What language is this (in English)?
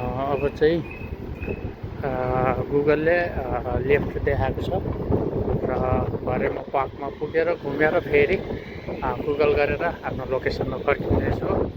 Nepali